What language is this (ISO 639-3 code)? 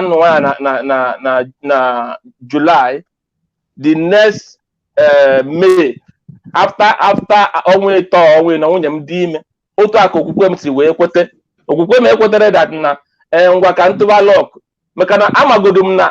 ibo